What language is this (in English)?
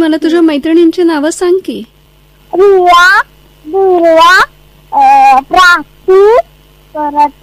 Marathi